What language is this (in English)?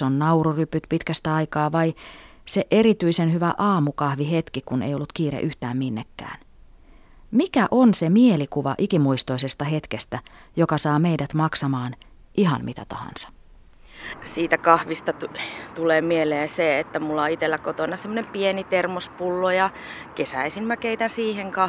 Finnish